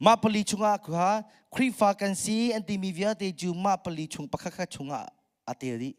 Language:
Hakha Chin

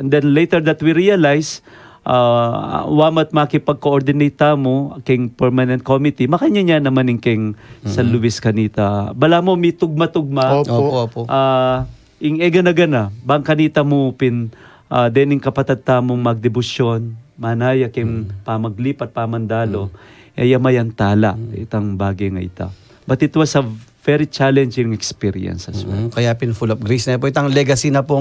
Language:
Pampanga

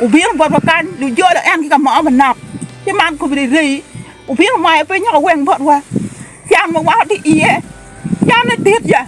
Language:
Acoli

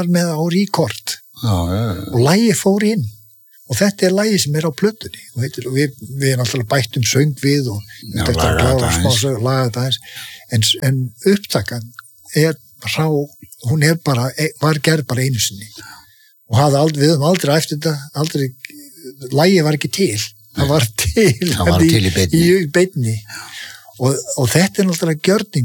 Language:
Icelandic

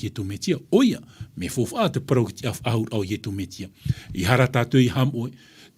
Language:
Tahitian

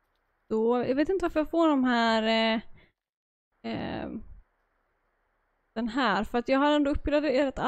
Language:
Swedish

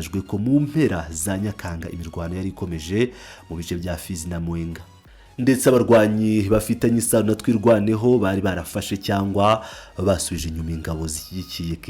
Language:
Kinyarwanda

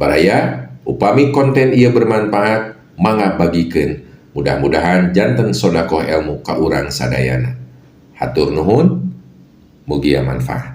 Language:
Sundanese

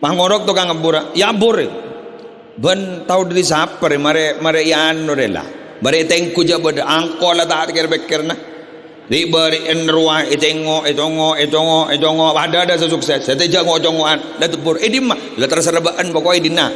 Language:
Madurese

